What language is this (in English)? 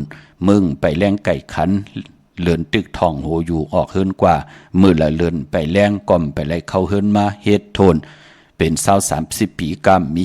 Shan